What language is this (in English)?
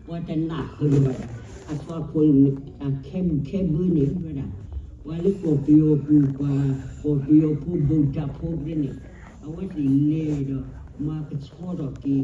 S'gaw Karen